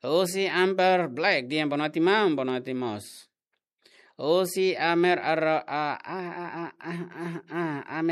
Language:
Tetum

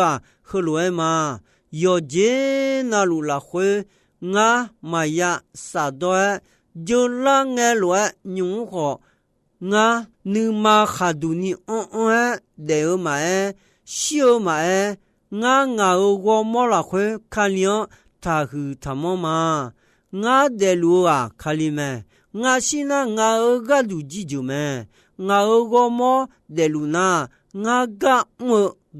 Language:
Akha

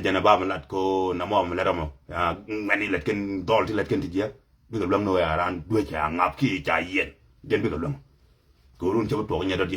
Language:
Nuer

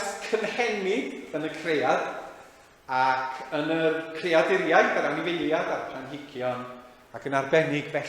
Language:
Welsh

